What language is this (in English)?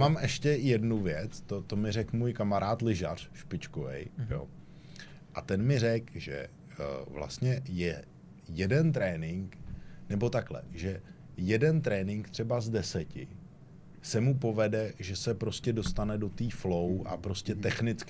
Czech